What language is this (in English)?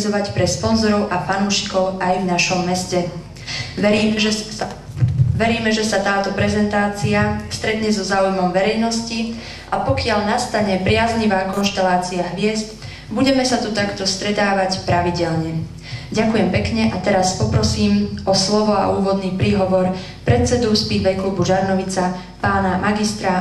Slovak